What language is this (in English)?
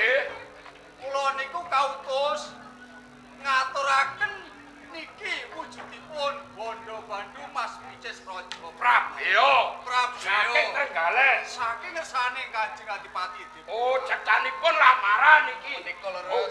Javanese